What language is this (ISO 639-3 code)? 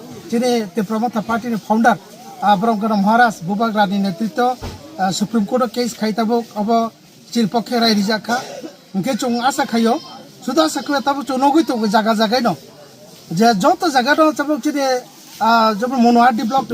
trp